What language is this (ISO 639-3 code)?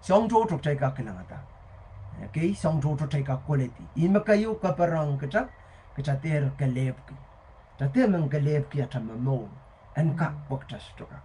pon